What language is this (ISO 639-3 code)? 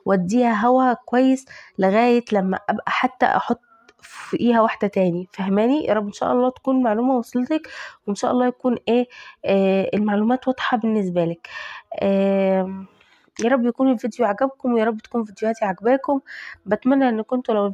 arz